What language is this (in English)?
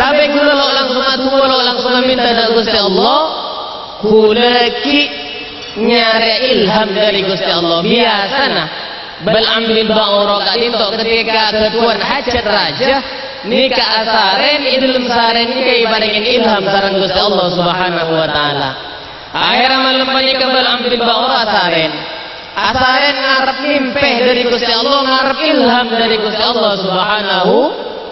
Madurese